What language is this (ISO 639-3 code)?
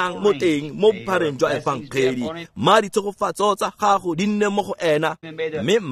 tsn